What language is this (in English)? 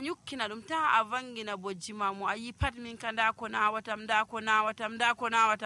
Nigerian Fulfulde